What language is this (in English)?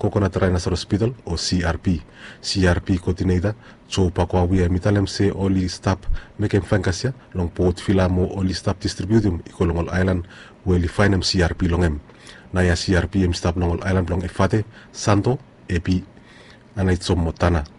Bislama